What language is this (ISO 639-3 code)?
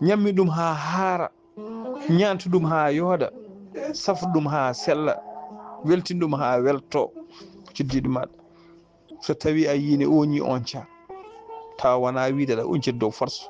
ful